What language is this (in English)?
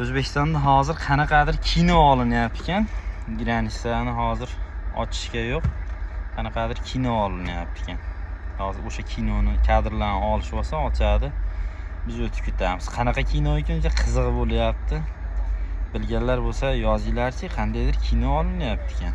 Uzbek